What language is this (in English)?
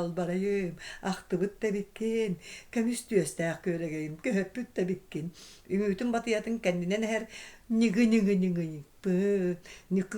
Yakut